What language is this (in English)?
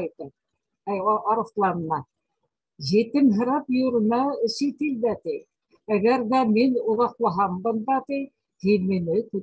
Bashkir